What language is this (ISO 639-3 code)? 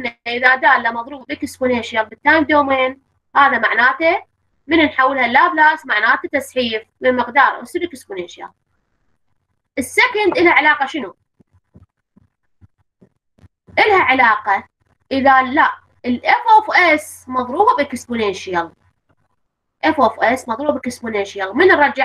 acm